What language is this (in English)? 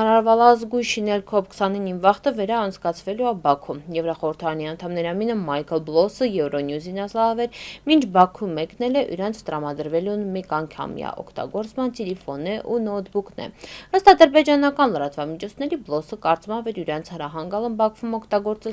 Armenian